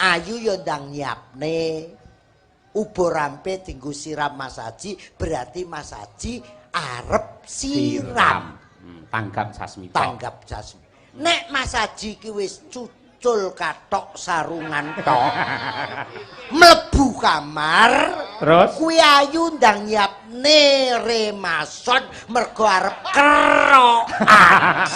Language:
Javanese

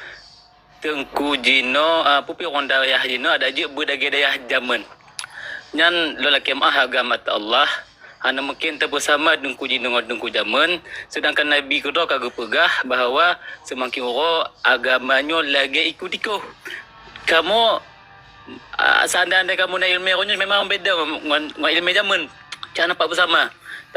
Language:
Achinese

